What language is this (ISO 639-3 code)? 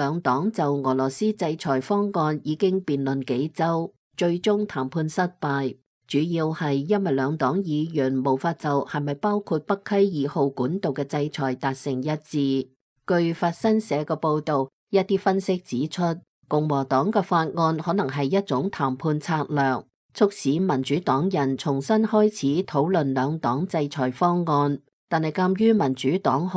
yue